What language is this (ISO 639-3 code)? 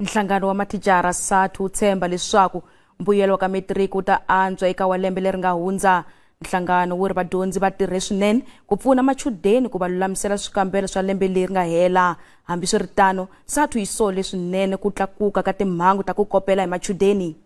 tso